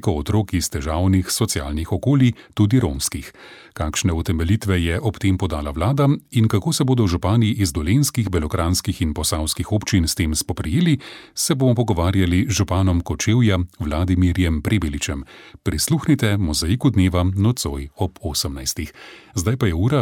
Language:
Slovenian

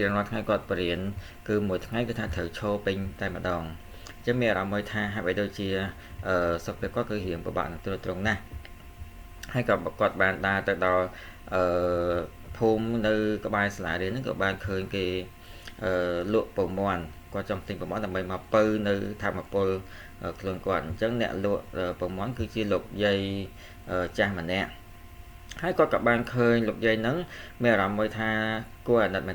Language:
Khmer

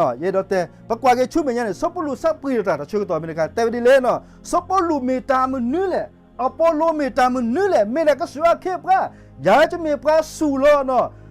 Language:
S'gaw Karen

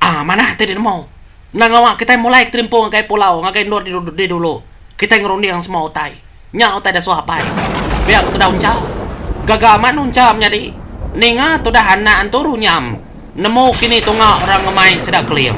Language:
Iban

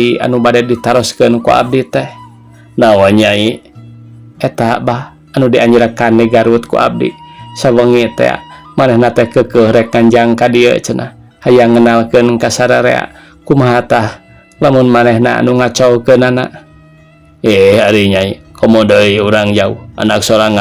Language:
Sundanese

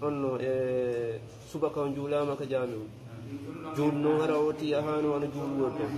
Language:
Fula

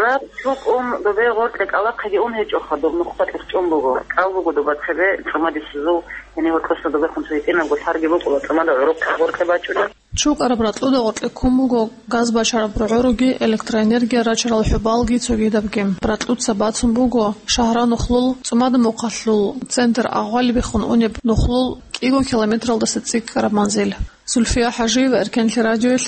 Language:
Avaric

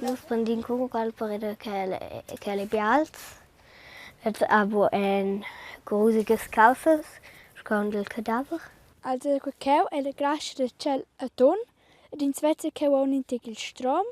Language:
Romansh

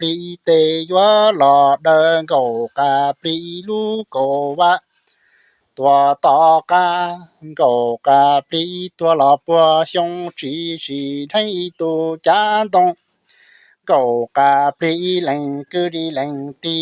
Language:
Hmong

